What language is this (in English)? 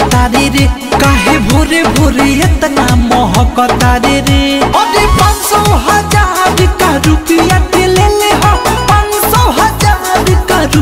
Bhojpuri